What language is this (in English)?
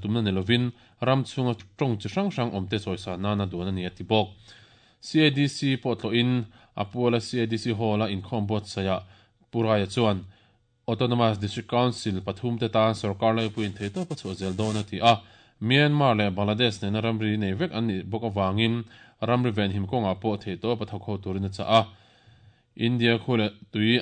Mizo